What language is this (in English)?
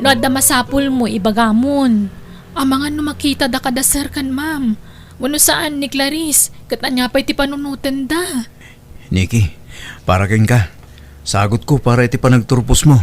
Iloko